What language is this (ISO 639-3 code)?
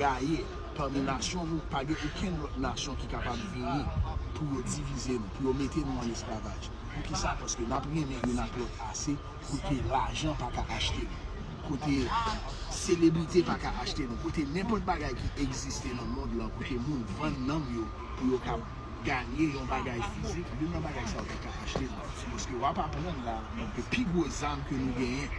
hat